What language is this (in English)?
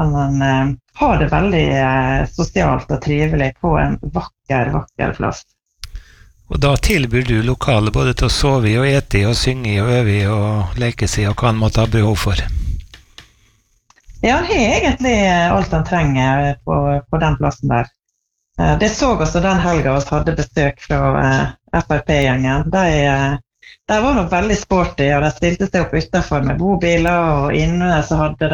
Norwegian